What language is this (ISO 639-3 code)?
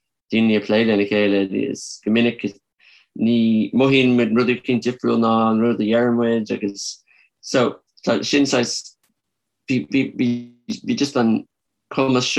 gle